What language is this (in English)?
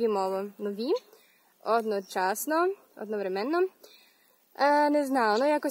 Rusyn